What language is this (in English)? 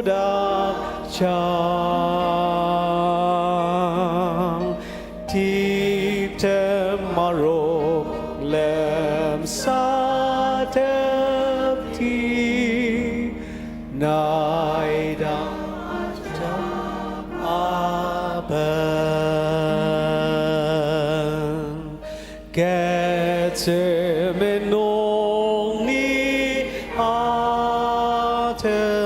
Ao Naga